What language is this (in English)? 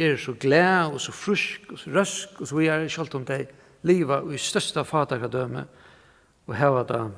Faroese